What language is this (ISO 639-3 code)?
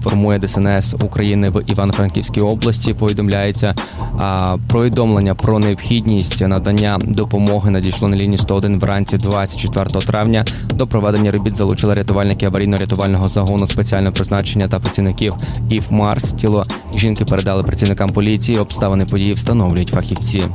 ukr